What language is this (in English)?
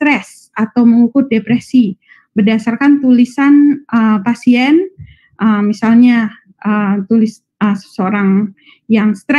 Indonesian